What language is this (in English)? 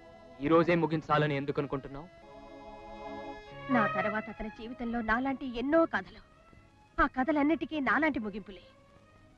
Telugu